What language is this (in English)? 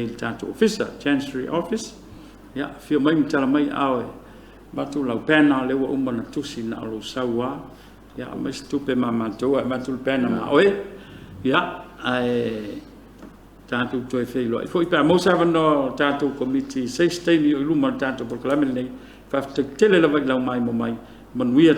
Samoan